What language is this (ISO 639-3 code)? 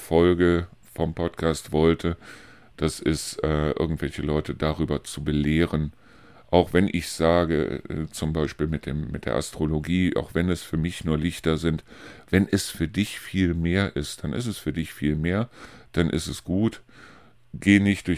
deu